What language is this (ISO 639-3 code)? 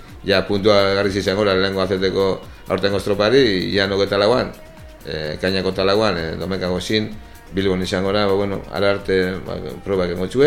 eus